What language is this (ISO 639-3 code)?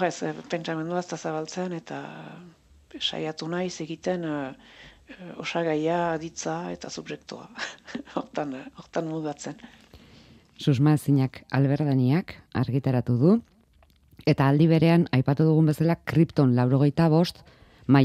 eus